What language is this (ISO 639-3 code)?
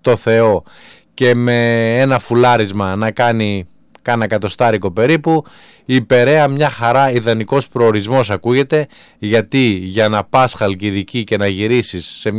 ell